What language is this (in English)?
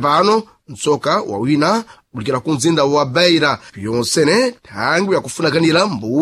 Sena